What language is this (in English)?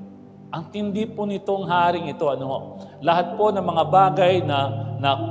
Filipino